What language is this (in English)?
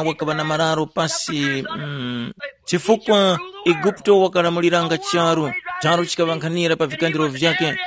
Tumbuka